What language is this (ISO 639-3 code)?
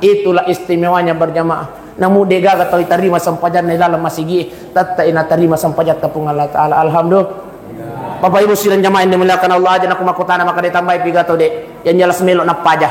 bug